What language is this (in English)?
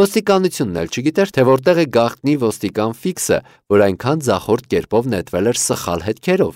Armenian